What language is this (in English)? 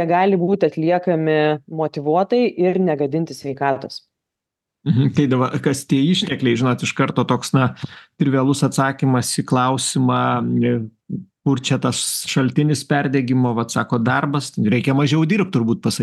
Lithuanian